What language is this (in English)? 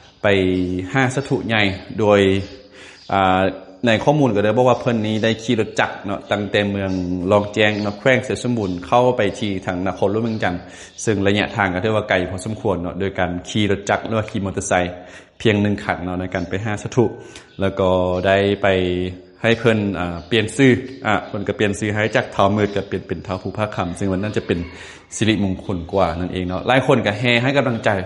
Lao